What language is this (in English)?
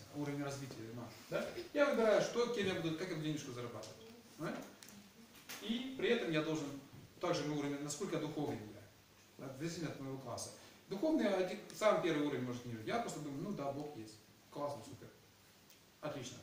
Russian